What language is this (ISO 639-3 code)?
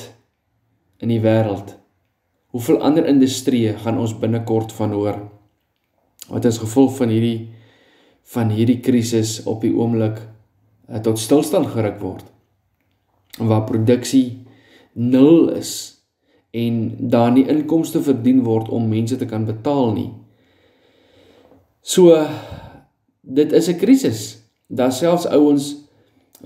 afr